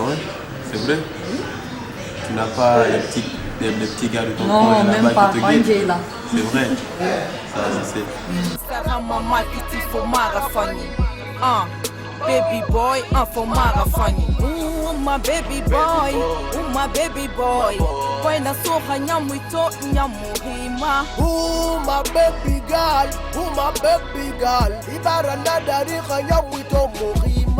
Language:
Pular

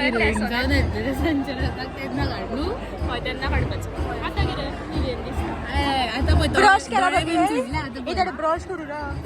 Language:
Konkani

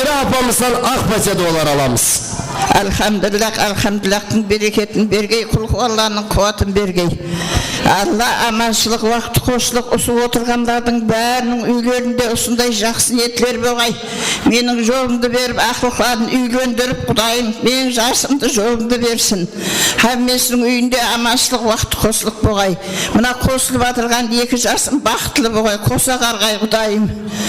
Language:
Kara-Kalpak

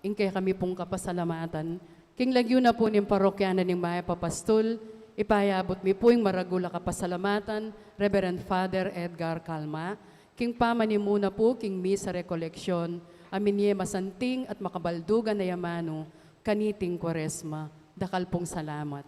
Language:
Pampanga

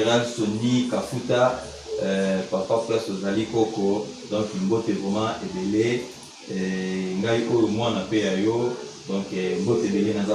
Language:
Lingala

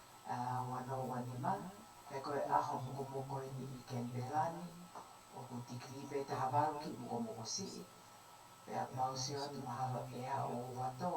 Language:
Tongan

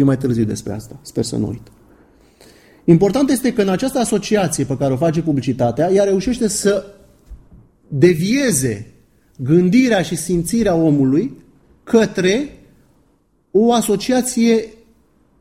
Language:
Romanian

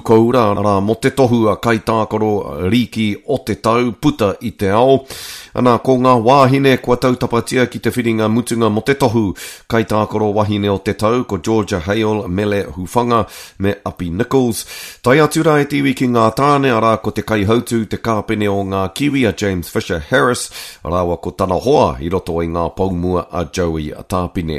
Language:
Māori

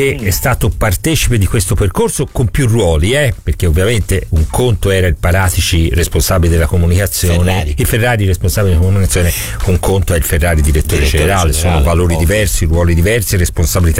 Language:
Italian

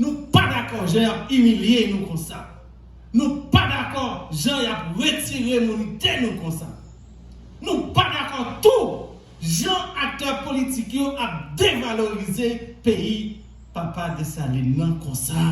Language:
Haitian Creole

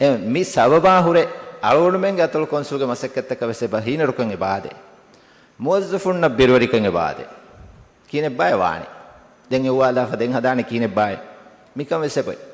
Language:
Divehi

